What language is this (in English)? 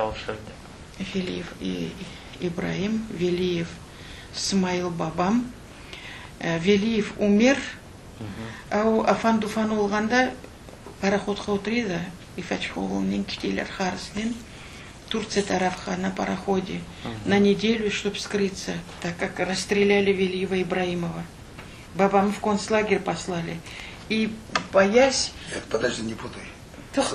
Crimean Tatar